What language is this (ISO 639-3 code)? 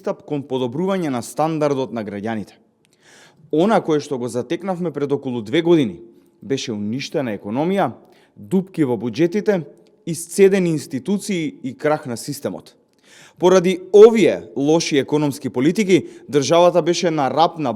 mkd